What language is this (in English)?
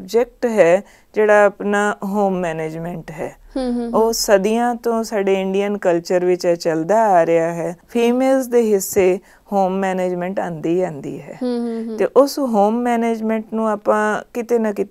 Punjabi